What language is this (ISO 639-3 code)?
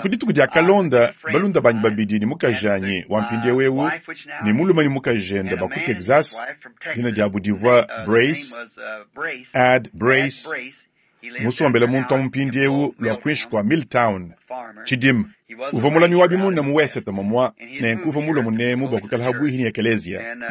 lua